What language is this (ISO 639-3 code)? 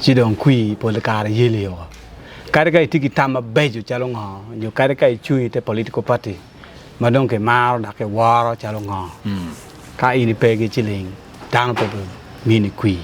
ach